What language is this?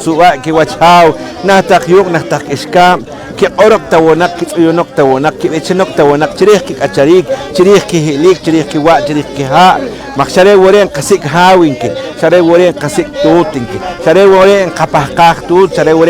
Poqomchi'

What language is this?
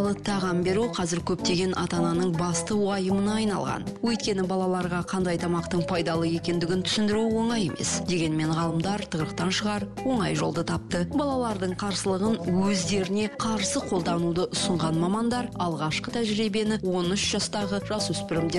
Kazakh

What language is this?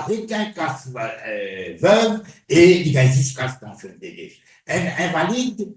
Morisyen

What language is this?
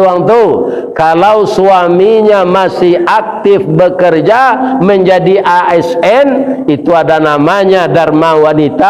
Minangkabau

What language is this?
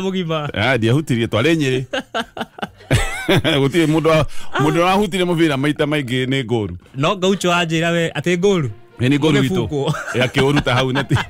Kikuyu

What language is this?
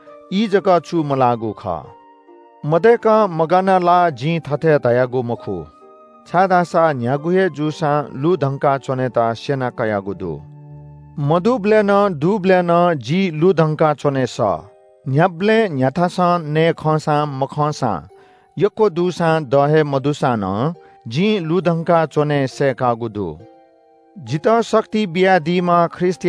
Newari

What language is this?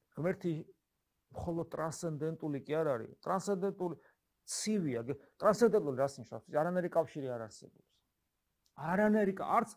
Georgian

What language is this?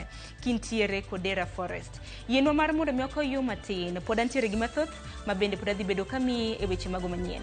Luo (Kenya and Tanzania)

